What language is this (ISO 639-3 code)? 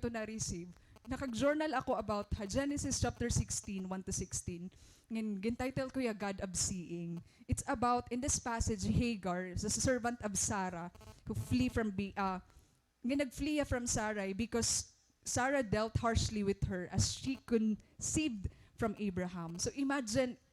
war